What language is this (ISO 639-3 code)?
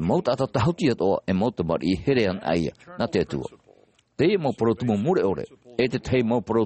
tah